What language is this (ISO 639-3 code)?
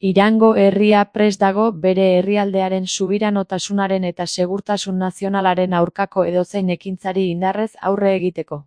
eus